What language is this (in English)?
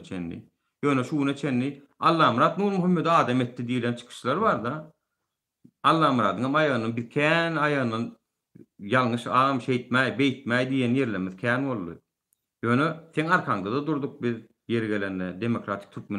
Turkmen